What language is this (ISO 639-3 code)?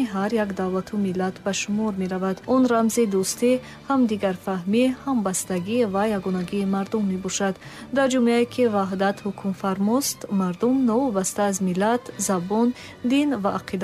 tgk